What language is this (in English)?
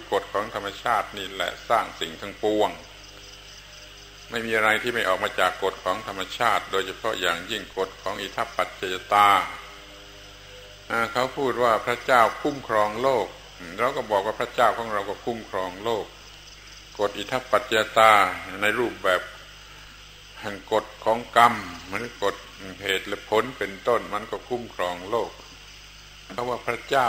Thai